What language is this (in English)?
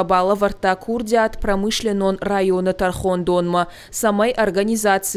Ossetic